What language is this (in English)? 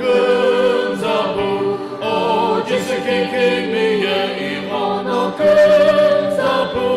Sumi Naga